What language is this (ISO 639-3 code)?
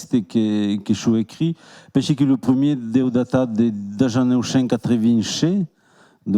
oci